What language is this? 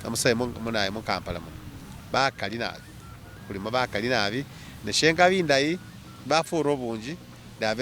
Masaaba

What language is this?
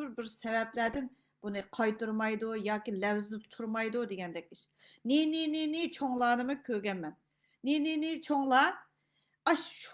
Uyghur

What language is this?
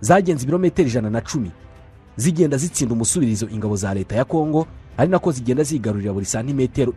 Kinyarwanda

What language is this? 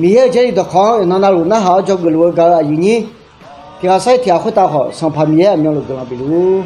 Akha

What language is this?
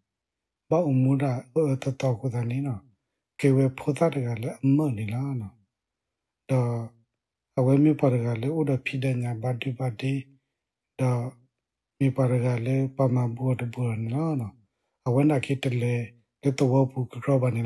S'gaw Karen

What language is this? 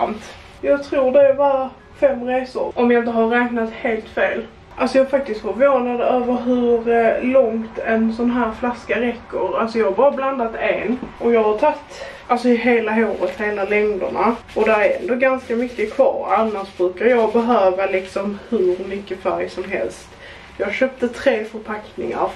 Swedish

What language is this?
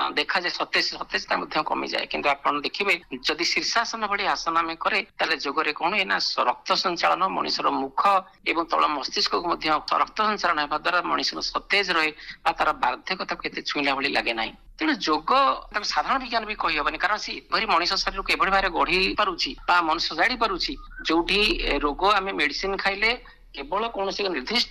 Odia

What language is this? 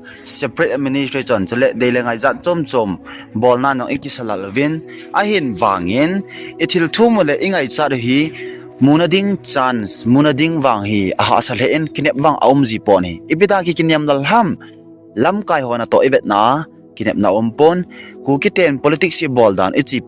Thado Chin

